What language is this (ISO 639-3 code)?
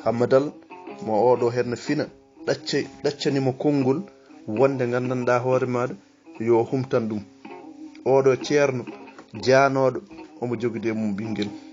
ful